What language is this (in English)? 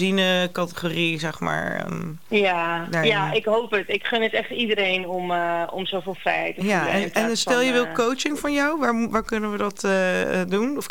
Dutch